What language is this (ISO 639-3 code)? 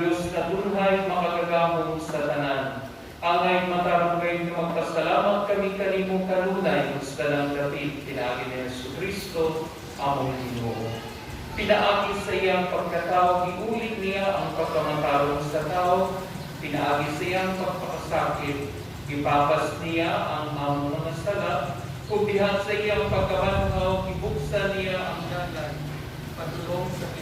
ceb